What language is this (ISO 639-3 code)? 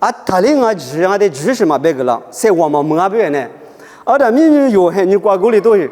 lis